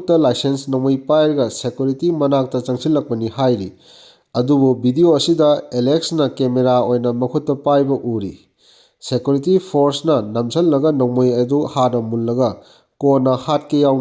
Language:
Manipuri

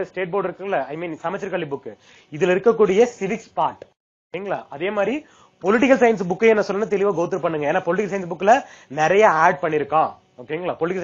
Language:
Tamil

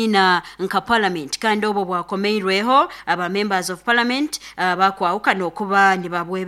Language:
Nyoro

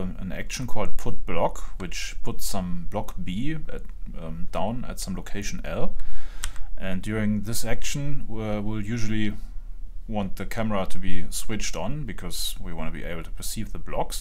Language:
English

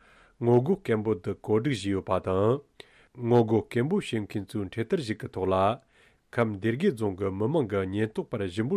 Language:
Tibetan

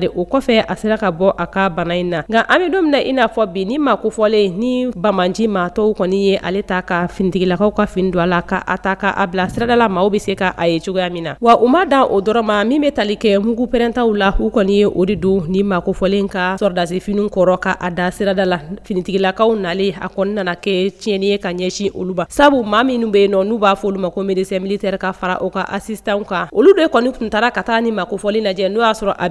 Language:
Bambara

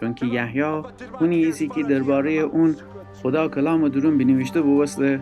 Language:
Gilaki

